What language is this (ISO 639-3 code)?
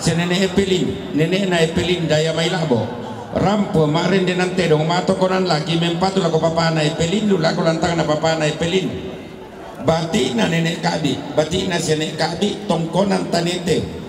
sda